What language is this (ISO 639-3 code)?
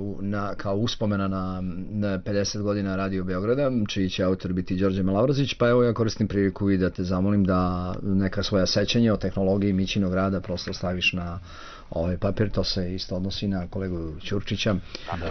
srp